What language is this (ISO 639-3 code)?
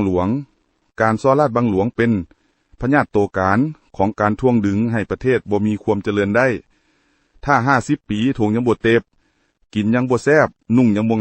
lao